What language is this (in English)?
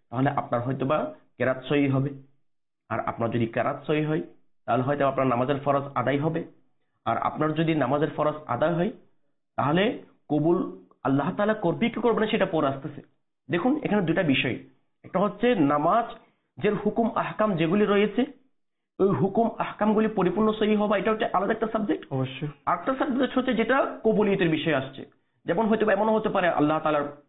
Bangla